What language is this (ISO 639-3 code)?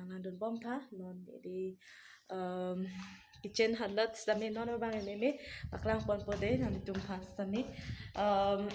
mjw